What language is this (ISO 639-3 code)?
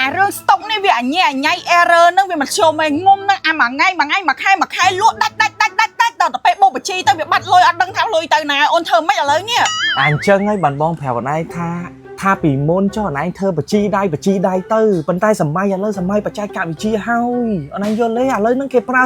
khm